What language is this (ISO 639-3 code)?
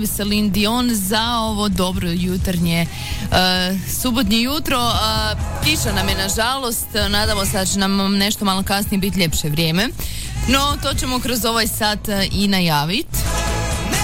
hrv